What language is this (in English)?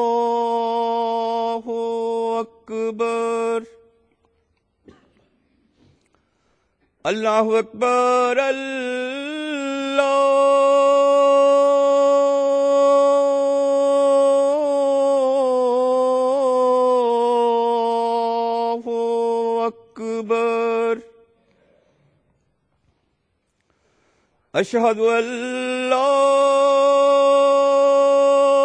Bangla